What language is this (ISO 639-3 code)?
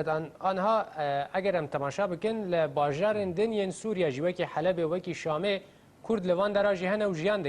kur